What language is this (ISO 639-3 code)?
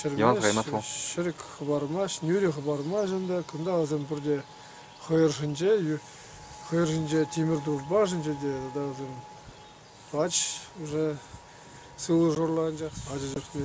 chv